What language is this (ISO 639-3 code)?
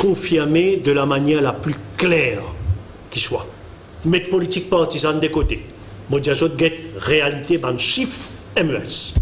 mfe